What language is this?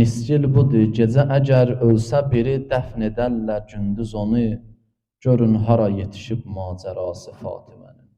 Azerbaijani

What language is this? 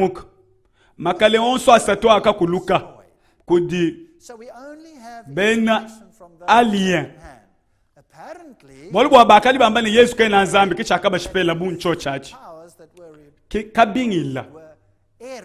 Luba-Lulua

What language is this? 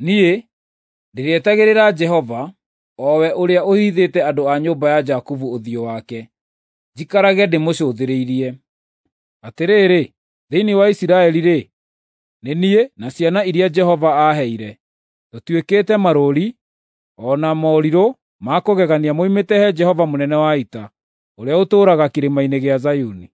Kikuyu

